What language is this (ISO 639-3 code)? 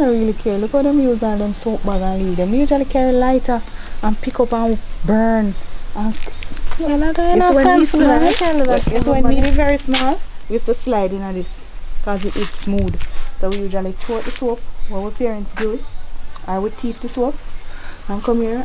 jam